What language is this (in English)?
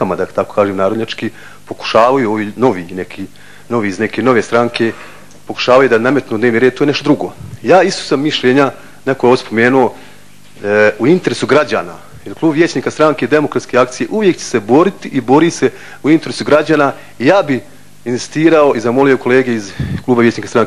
Bosnian